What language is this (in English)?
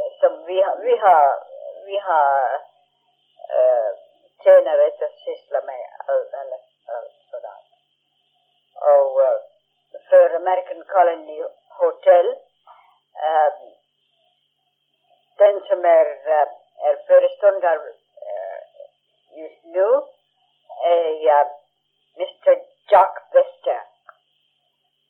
Swedish